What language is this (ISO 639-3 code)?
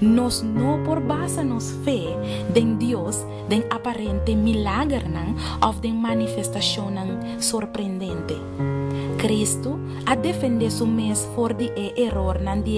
pap